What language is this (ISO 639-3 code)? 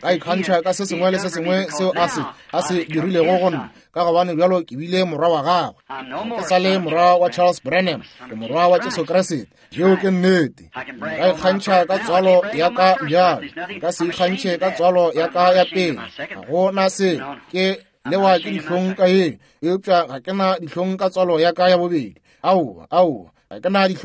nso